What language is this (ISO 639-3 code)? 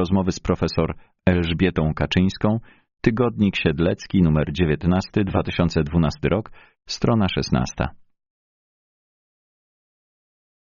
pol